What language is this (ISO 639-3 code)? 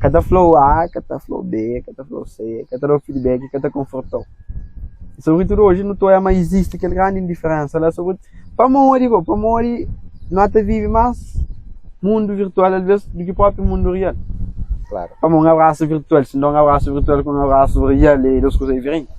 kea